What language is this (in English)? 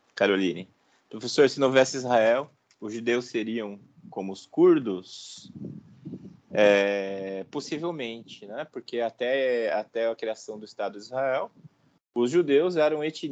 Portuguese